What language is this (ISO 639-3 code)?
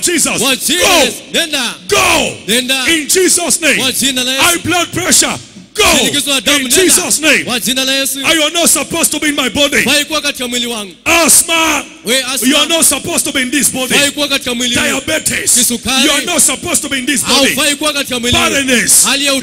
swa